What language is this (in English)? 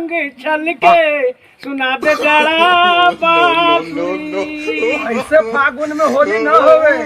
Magahi